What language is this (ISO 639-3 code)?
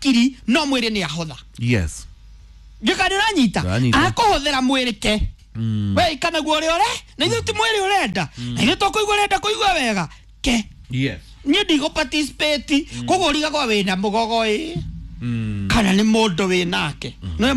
kik